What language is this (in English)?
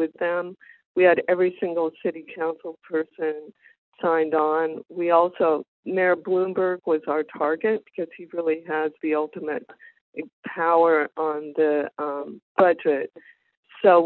English